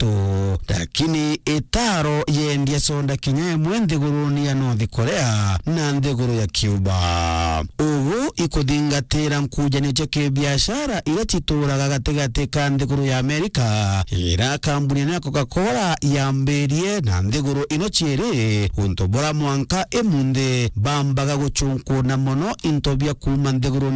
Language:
Meru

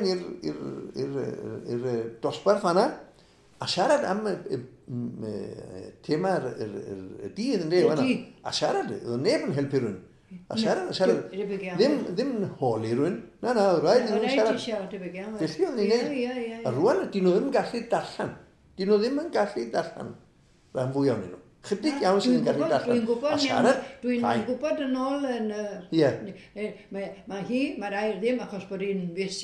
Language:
Welsh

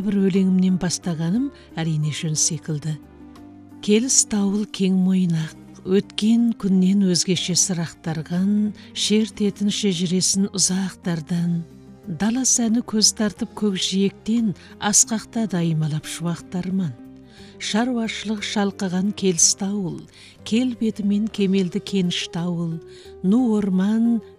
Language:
Kazakh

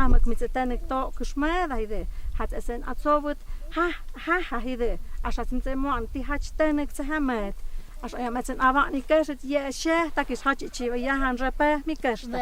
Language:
Totontepec Mixe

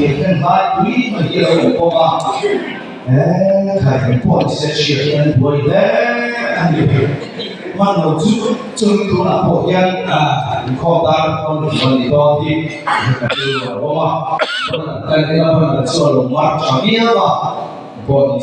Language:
Mizo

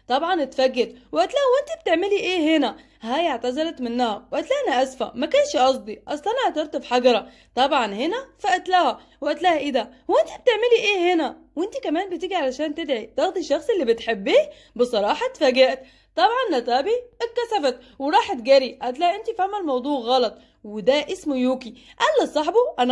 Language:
Egyptian Arabic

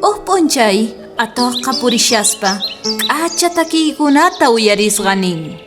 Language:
South Bolivian Quechua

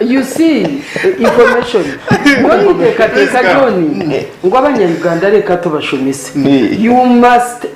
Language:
Nyankole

